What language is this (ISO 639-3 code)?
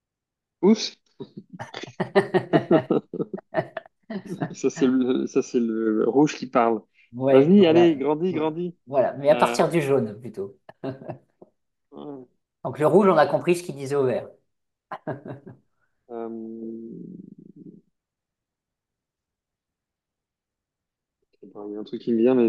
fra